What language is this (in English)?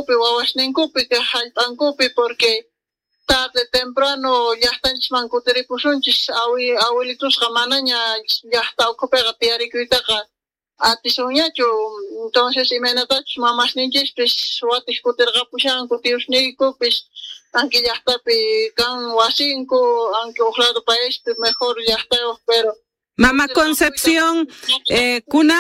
South Bolivian Quechua